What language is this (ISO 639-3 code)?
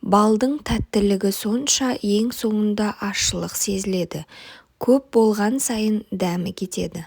kaz